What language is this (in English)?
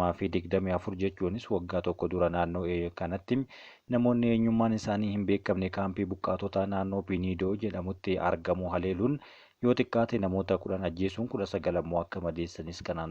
Oromo